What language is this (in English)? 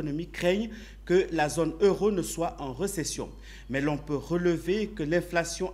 French